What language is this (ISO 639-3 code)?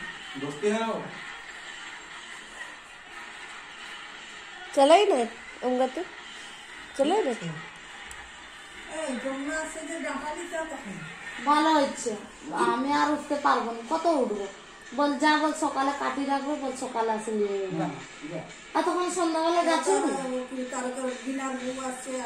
ben